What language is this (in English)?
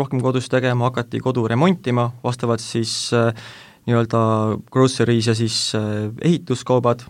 Estonian